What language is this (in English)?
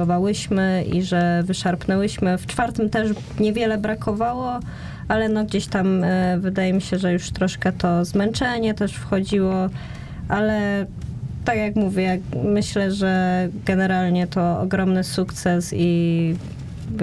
Polish